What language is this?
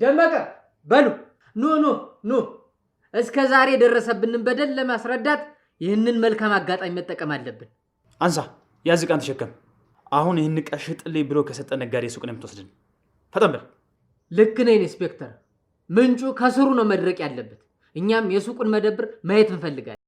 Amharic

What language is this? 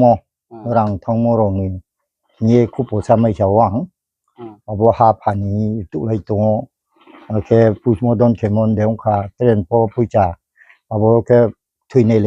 Riang (India)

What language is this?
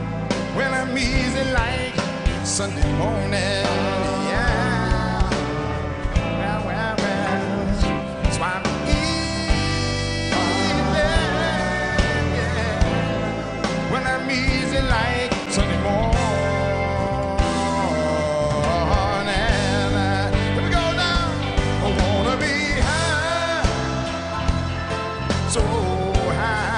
English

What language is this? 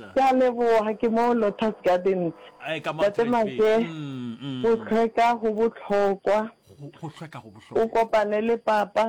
Northern Sotho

